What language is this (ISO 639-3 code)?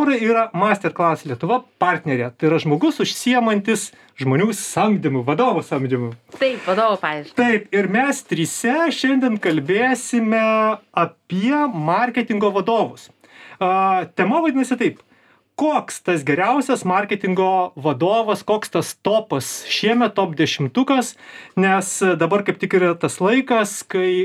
lit